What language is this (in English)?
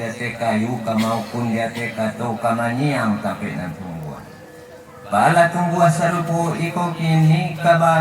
Minangkabau